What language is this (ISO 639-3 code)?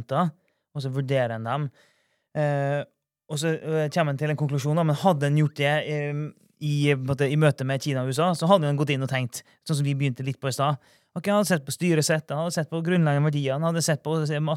nor